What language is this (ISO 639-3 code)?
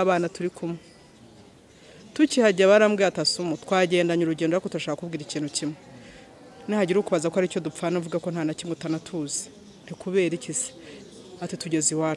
kin